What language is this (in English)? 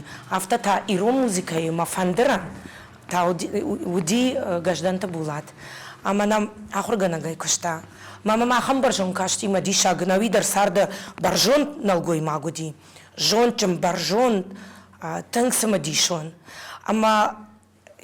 Ossetic